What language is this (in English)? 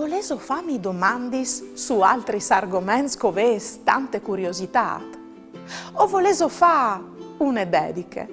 Friulian